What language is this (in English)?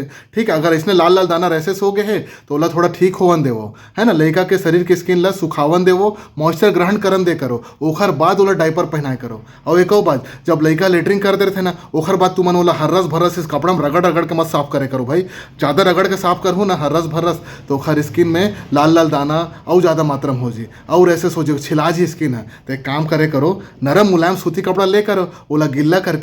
Chhattisgarhi